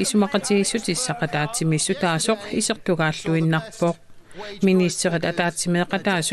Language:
Kalaallisut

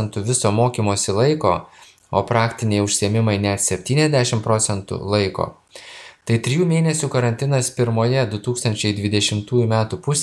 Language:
Lithuanian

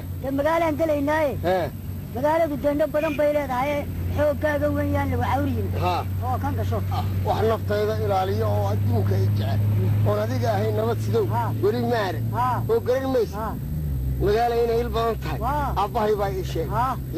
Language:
Somali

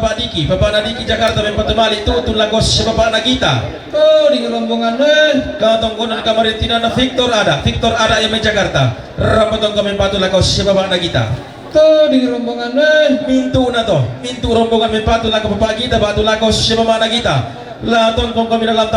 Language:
Toraja-Sa'dan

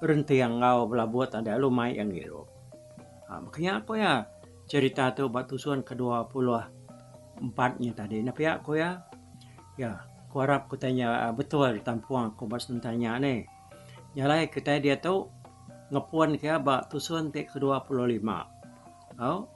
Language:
Iban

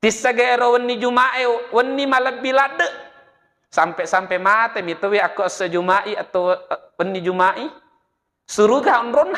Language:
Buginese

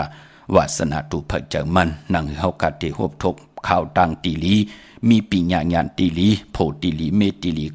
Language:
Shan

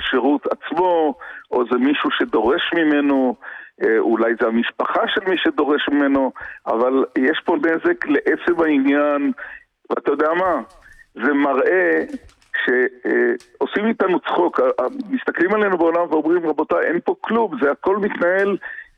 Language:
Hebrew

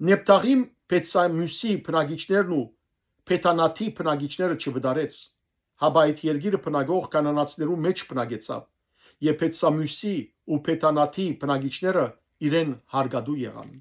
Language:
Western Armenian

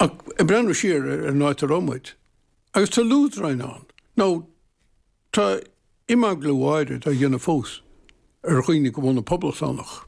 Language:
Irish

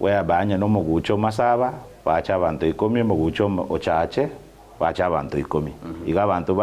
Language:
Gusii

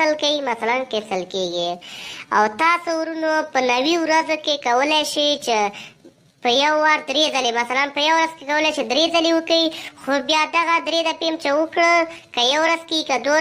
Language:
Pashto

